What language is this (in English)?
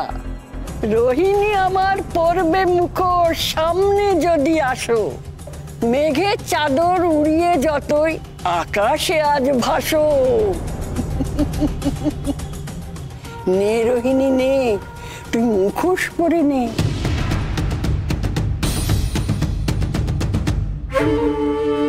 Bangla